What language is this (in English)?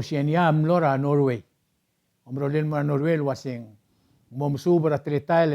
Palauan